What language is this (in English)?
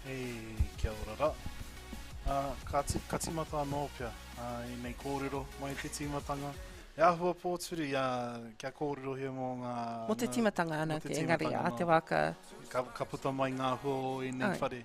Māori